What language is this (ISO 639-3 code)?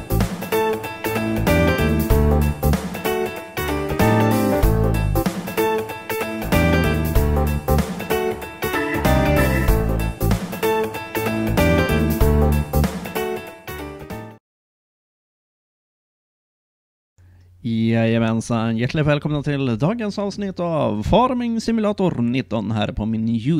swe